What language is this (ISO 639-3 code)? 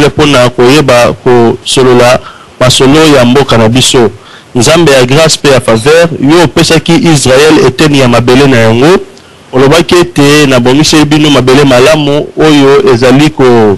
lin